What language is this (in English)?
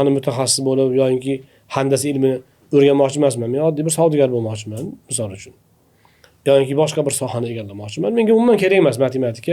Uzbek